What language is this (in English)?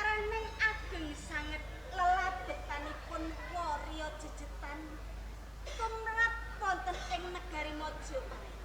Javanese